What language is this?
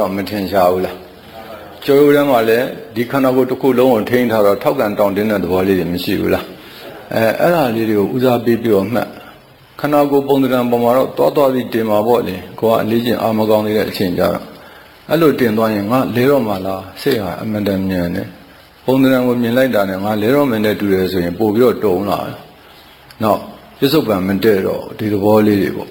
Burmese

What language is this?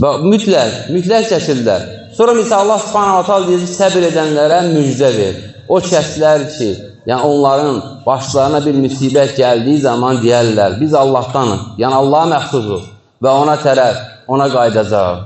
Azerbaijani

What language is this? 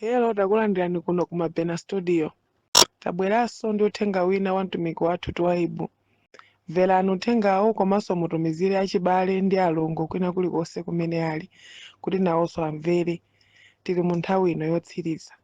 Nyanja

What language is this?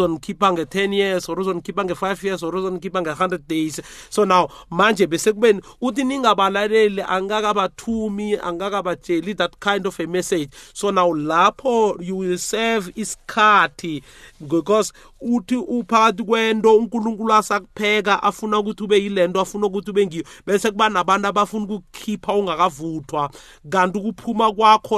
South Ndebele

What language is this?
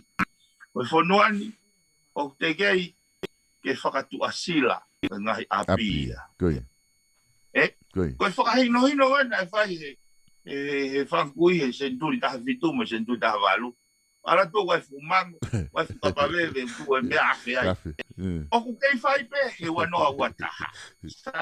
Tongan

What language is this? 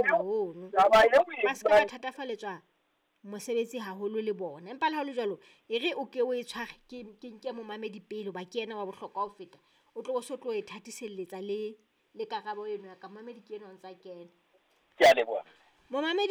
Southern Sotho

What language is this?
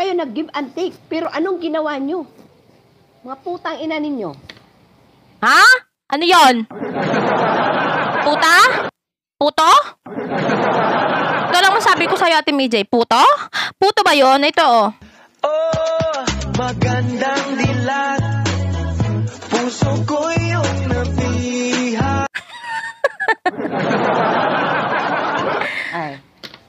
Filipino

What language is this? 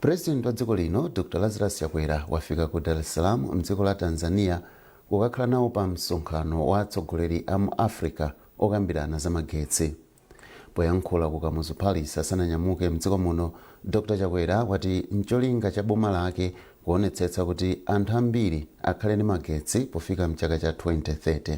Nyanja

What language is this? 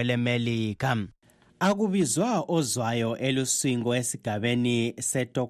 North Ndebele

